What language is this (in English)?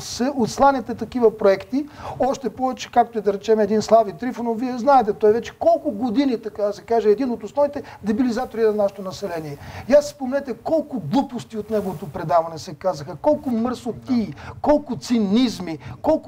Bulgarian